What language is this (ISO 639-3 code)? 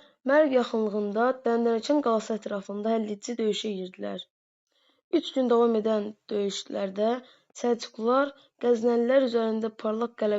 aze